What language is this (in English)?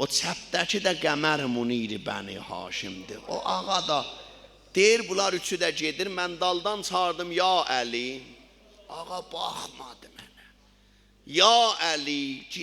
South Azerbaijani